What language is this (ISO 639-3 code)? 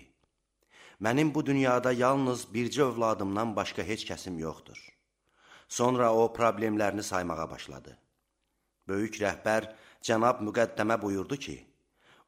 aze